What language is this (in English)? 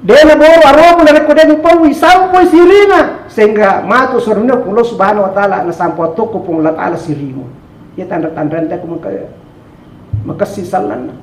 Buginese